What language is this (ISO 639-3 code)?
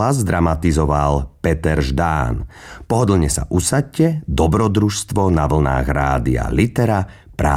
slk